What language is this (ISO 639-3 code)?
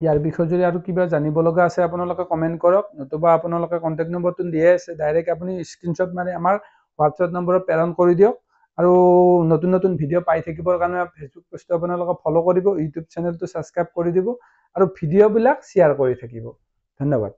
asm